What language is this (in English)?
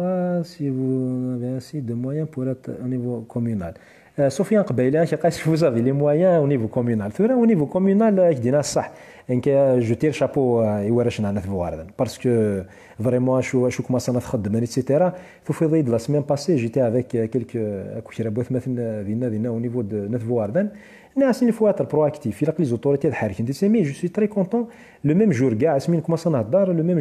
Kabyle